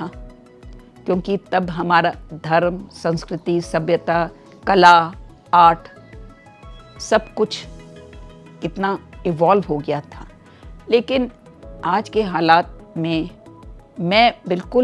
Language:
Hindi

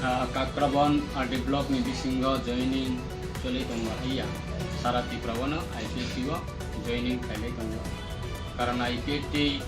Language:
Riang (India)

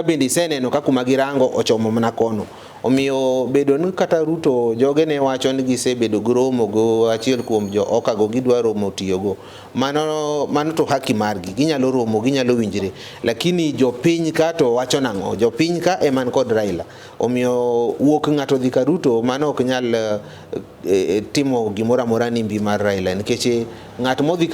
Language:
Luo (Kenya and Tanzania)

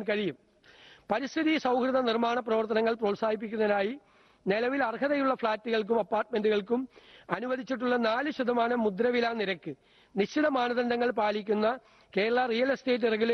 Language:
Malayalam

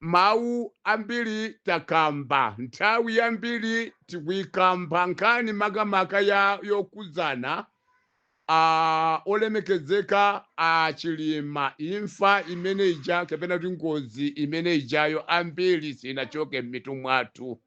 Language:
Nyanja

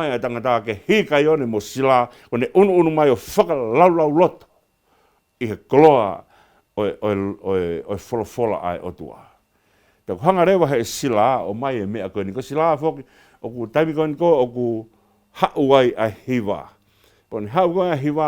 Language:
Tongan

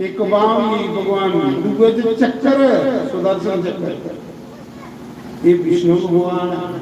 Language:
Dogri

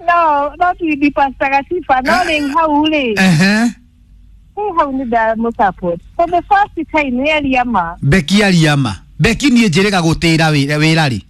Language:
Kikuyu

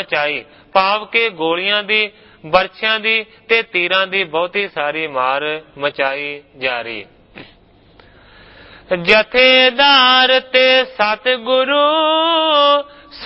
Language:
Punjabi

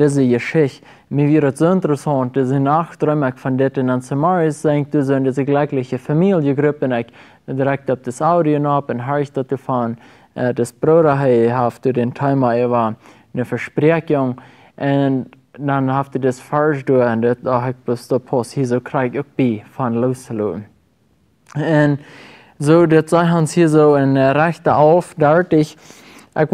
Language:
Plautdietsch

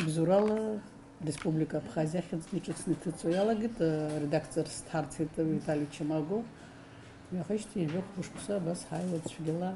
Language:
Abkhazian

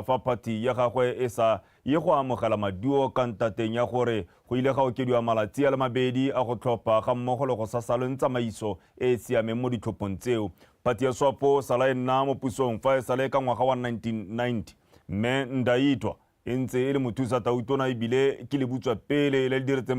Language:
Tswana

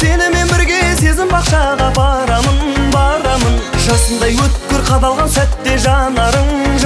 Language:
Kazakh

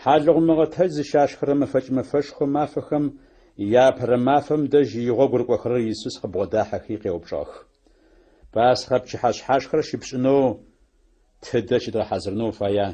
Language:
Adyghe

